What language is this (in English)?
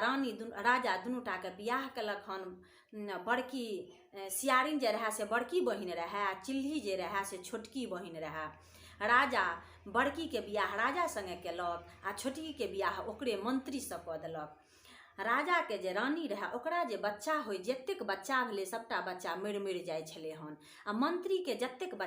Maithili